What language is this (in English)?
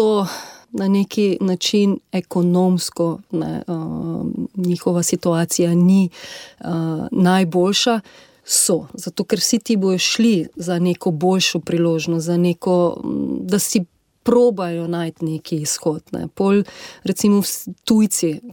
Slovenian